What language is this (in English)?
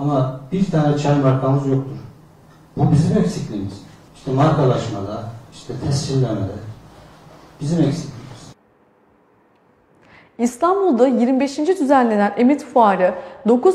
Turkish